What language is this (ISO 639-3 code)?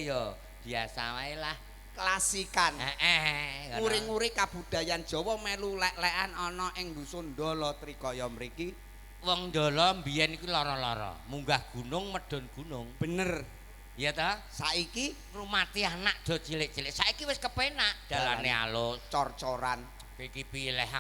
jav